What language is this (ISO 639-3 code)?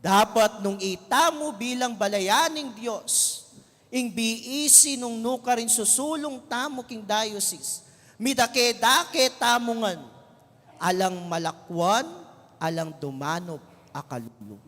pam